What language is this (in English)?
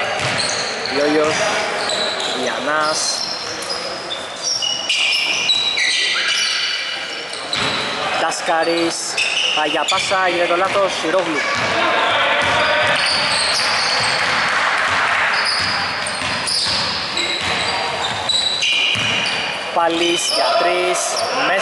Greek